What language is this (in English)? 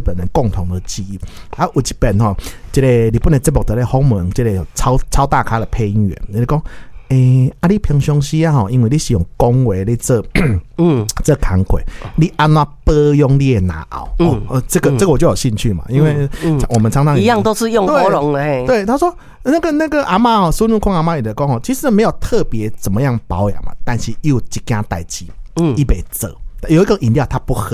Min Nan Chinese